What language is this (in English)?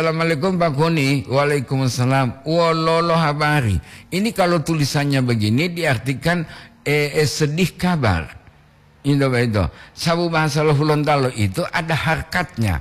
Gorontalo